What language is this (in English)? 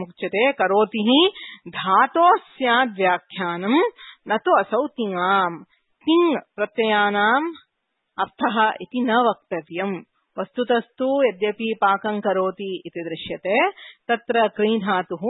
Sanskrit